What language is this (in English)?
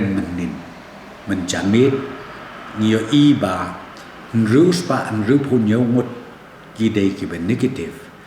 Khasi